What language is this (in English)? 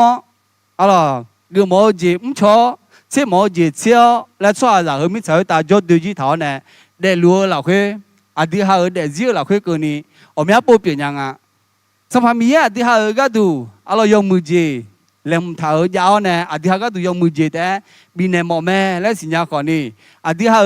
Akha